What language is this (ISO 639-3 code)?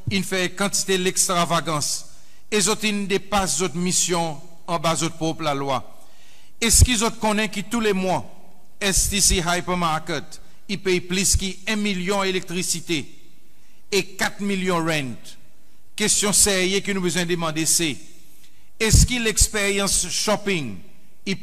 crs